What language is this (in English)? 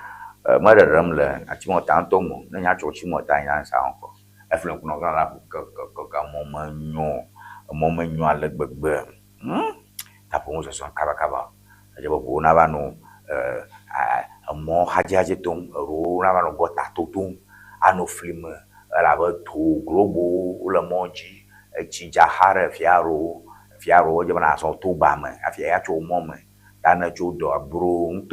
Ewe